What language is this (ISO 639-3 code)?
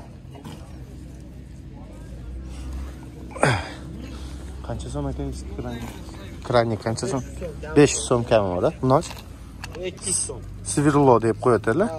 kaz